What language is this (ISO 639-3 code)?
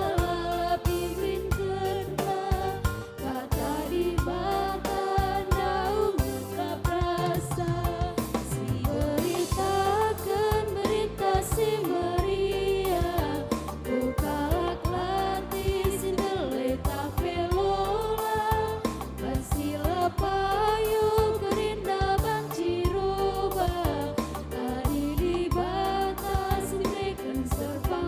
btx